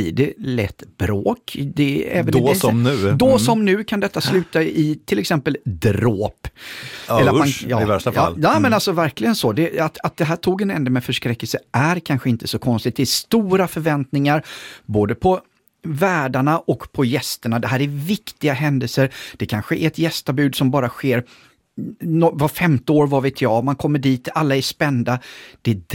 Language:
Swedish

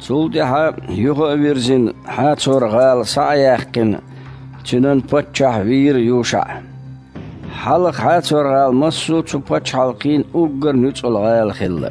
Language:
Chechen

